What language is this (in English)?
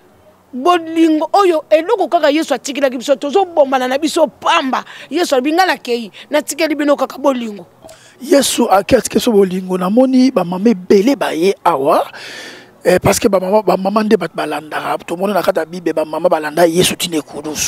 Lingala